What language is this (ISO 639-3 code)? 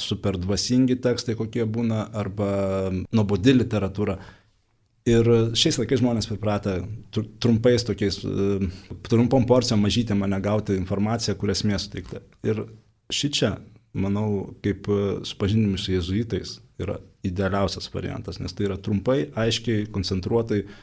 lit